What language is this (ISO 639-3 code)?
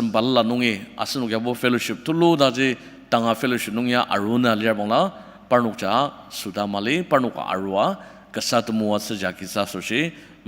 njo